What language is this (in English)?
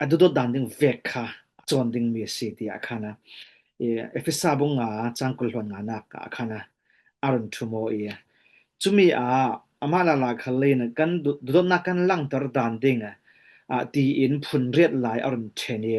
Falam Chin